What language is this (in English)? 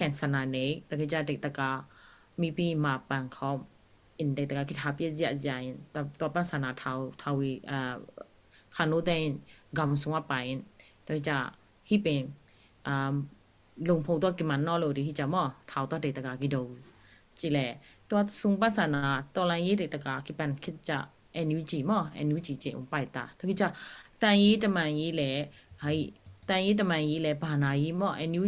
Tedim Chin